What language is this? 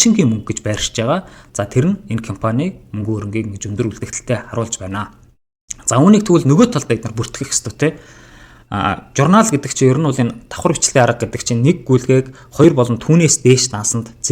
Mongolian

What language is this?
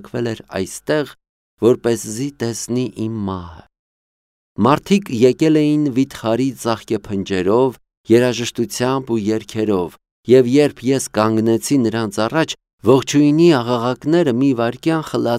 Armenian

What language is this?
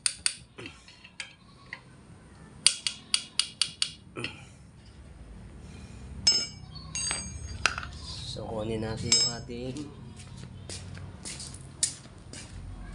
Filipino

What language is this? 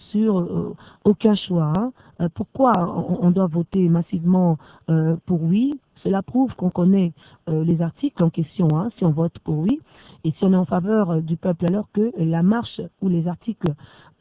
French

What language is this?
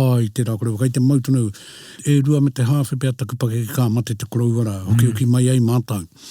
Māori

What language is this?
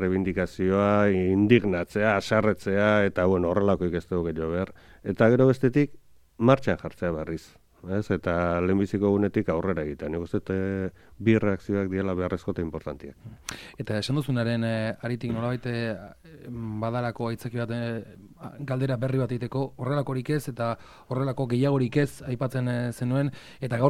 Basque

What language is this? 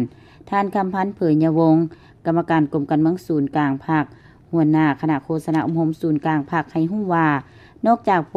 Lao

